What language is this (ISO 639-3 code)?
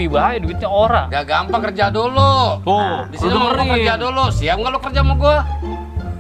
bew